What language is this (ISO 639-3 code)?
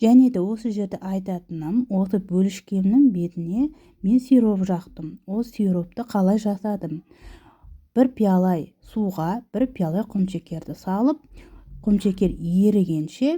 kaz